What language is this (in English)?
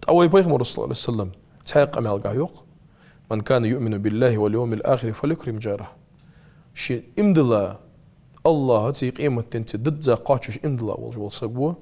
Ingush